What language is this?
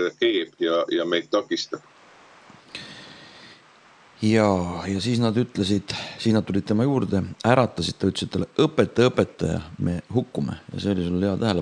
Estonian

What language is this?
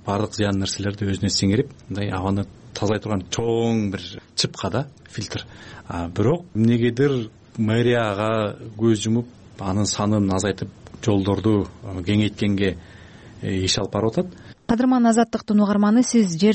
Kyrgyz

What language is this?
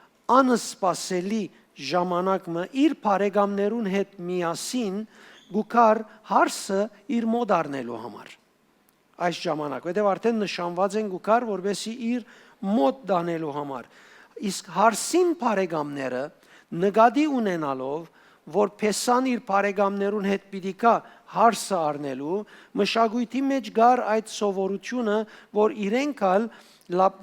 Western Armenian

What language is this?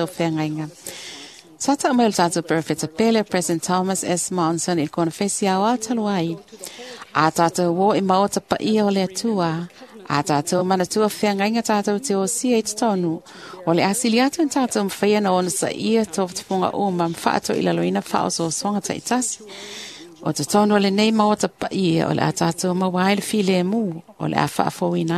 Samoan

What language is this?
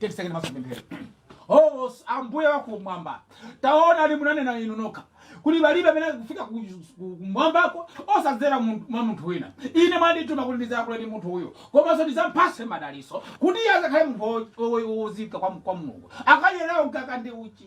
Nyanja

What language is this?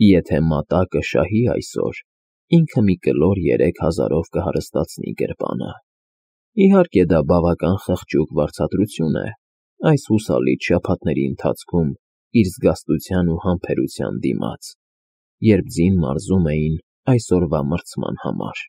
Armenian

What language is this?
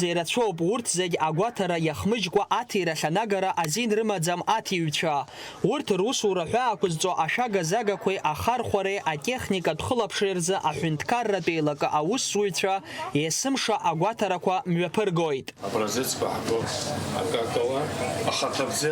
Abkhazian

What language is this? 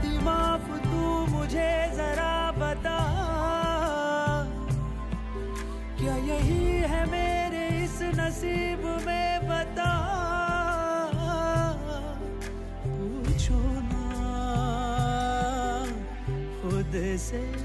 Hindi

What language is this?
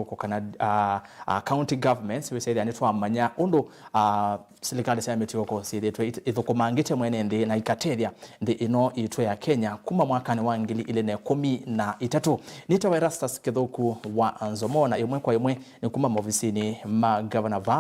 Kamba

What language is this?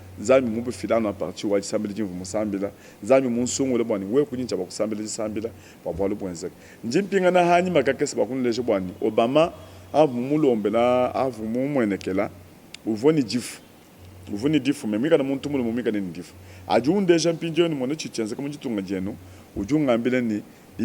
Luba-Lulua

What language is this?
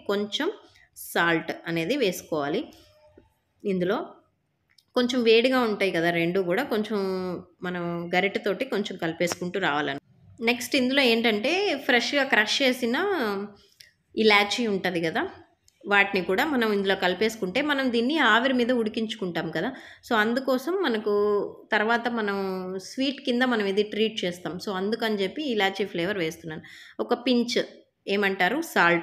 Telugu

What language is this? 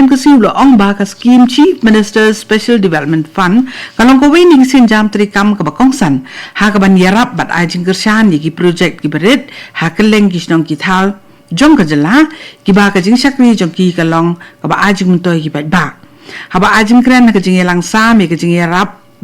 Khasi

